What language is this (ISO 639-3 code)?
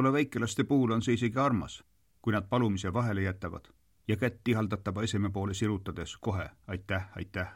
est